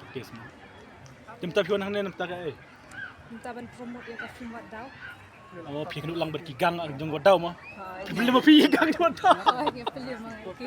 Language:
Khasi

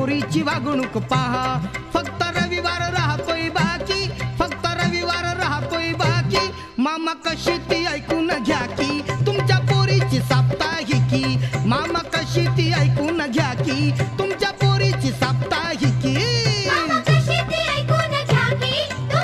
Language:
Marathi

